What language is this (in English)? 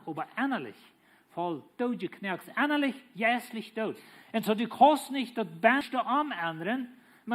Plautdietsch